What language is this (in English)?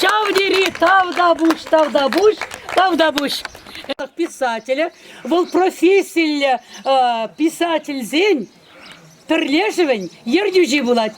Chuvash